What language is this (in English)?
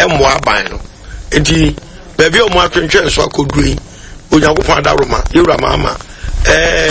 Akan